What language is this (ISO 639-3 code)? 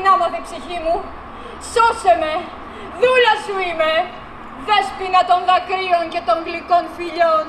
ell